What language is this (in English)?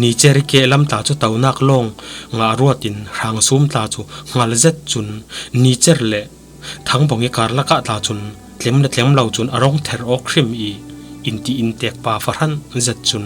Falam Chin